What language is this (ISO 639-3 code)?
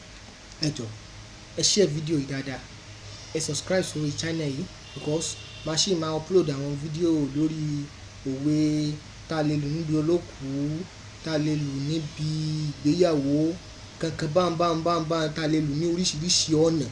yor